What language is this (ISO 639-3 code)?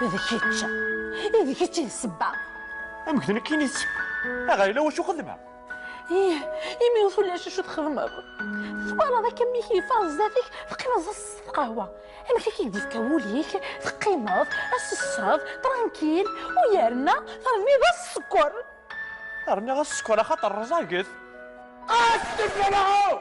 kab